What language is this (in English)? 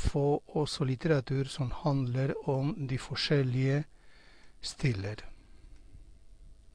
Norwegian